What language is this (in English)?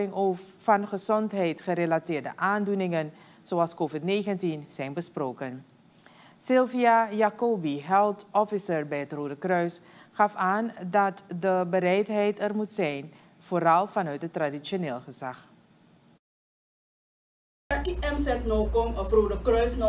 Dutch